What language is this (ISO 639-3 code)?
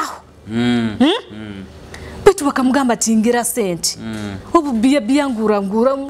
nyo